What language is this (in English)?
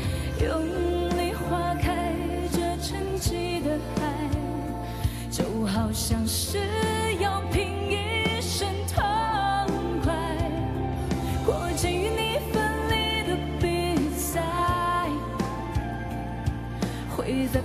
Chinese